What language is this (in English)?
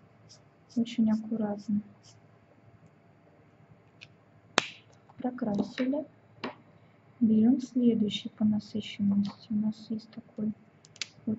Russian